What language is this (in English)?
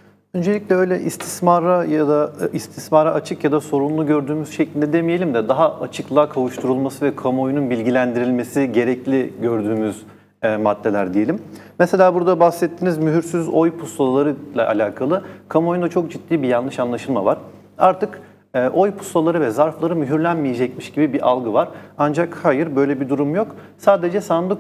Turkish